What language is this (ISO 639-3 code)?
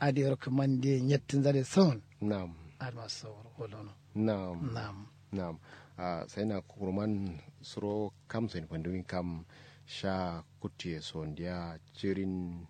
kau